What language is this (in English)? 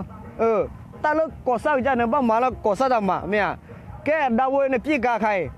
S'gaw Karen